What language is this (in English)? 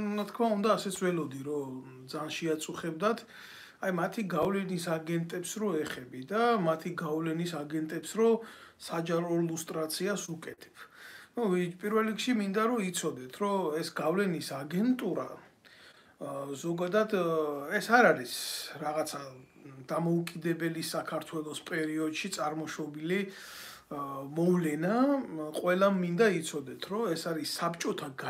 Georgian